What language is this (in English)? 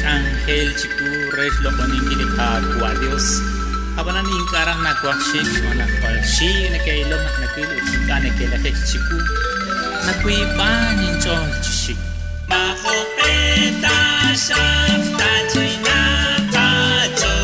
Kekchí